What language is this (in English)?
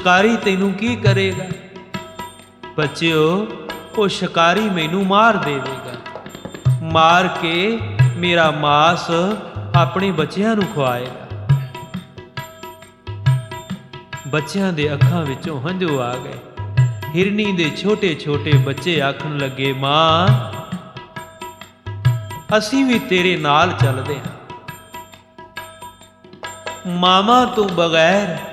Punjabi